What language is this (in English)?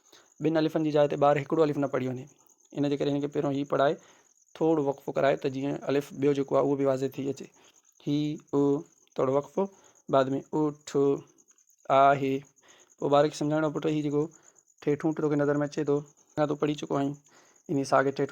Sindhi